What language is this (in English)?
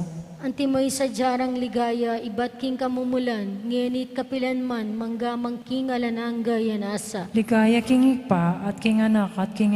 Pampanga